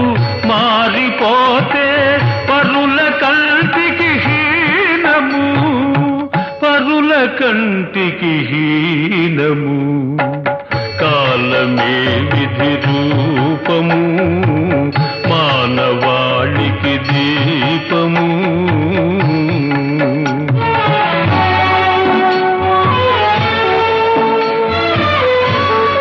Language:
Telugu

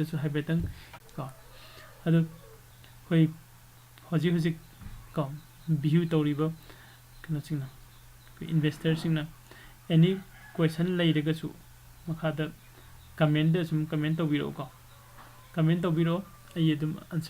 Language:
Manipuri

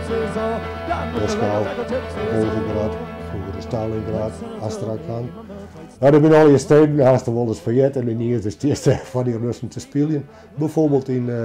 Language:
Western Frisian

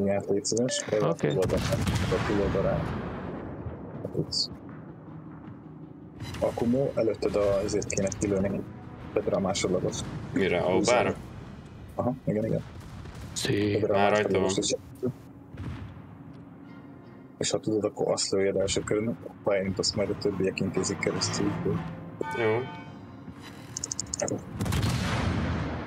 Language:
Hungarian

